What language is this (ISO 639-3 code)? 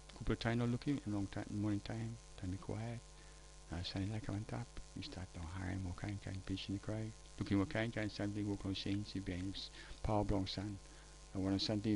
tpi